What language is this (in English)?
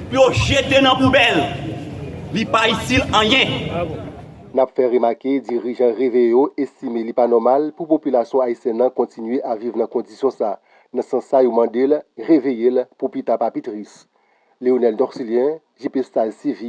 Haitian Creole